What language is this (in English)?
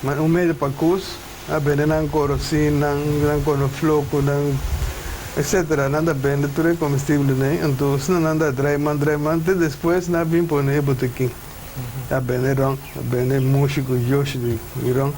Papiamento